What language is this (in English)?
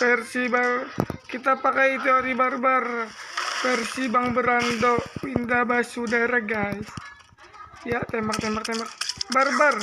Banjar